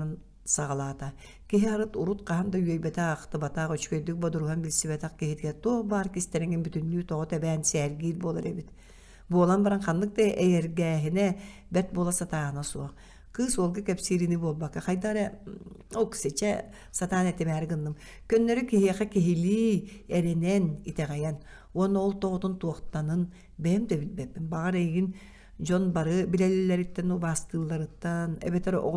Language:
Yakut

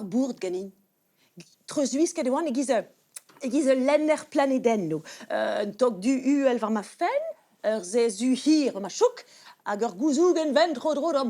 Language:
Breton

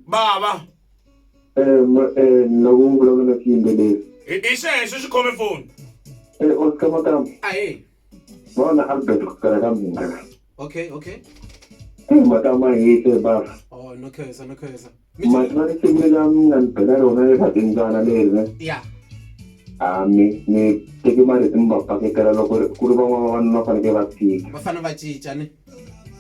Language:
Tsonga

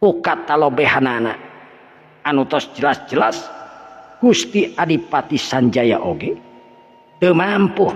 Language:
Sundanese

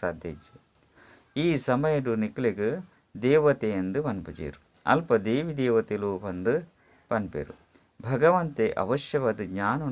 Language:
Tulu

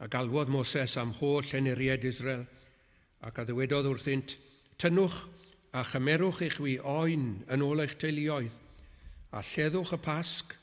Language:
Welsh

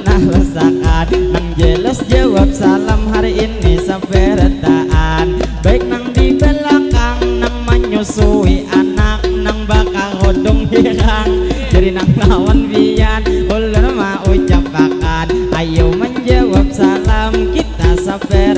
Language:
Banjar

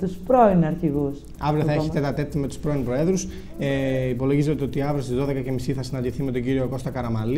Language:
Greek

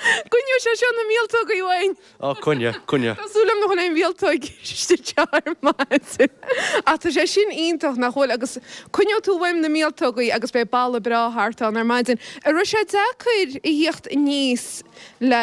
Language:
Irish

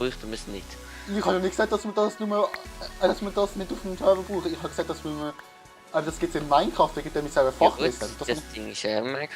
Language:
Swiss German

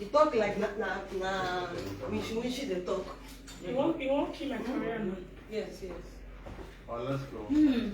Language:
Nigerian Pidgin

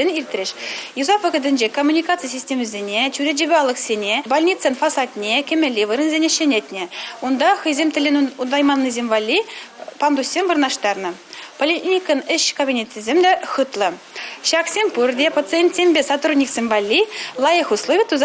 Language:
Chuvash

